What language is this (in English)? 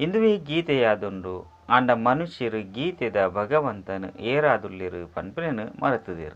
Tulu